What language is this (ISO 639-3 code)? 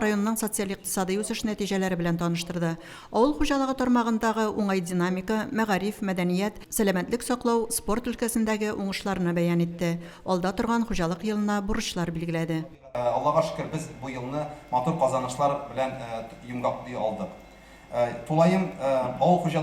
tat